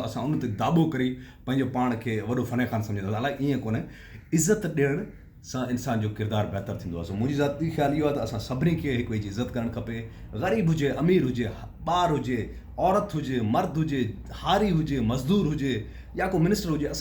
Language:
Sindhi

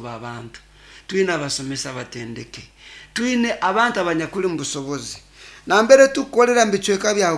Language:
Nyoro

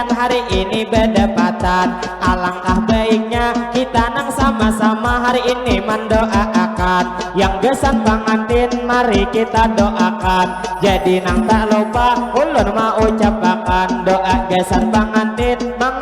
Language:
Banjar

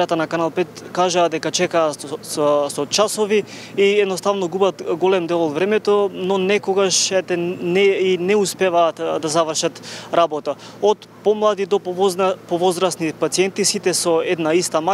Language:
Macedonian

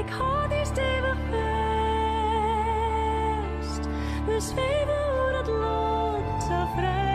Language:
Western Frisian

